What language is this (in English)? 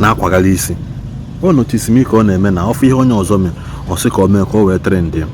Igbo